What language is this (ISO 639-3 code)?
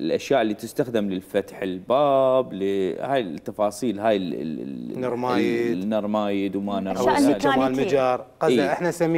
acm